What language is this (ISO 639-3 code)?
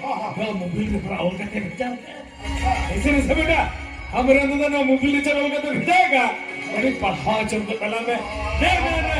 sat